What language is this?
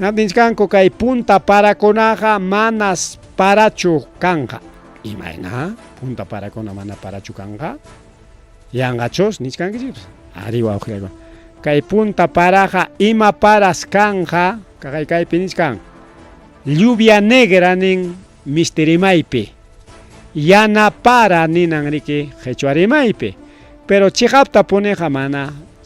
Ayacucho Quechua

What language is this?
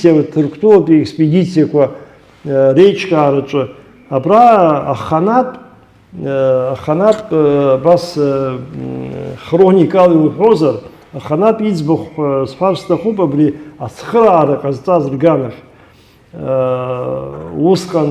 Abkhazian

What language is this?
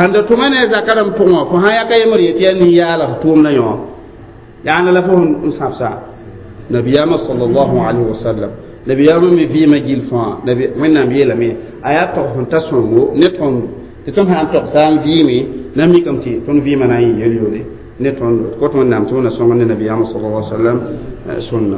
Mossi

